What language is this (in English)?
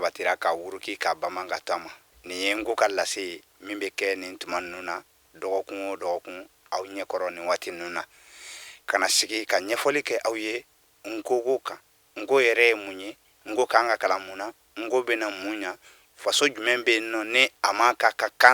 Bambara